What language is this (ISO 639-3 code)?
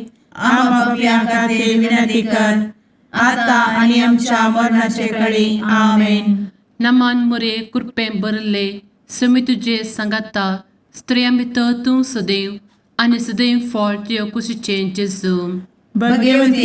kok